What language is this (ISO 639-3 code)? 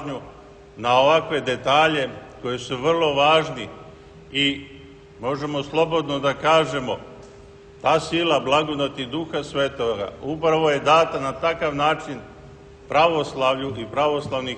srp